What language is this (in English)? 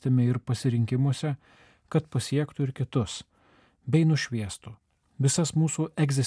Lithuanian